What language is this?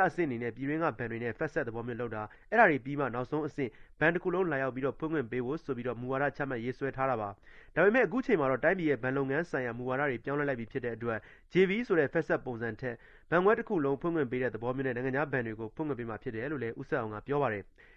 Burmese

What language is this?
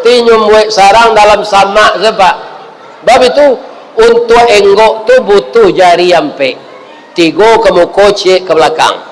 Minangkabau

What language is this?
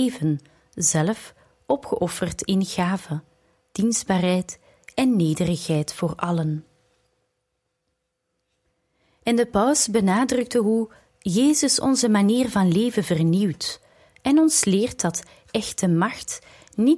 Dutch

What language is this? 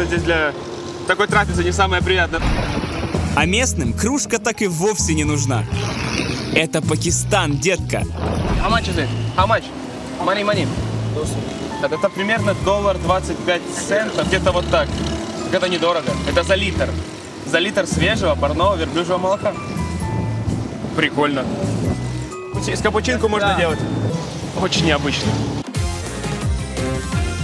Russian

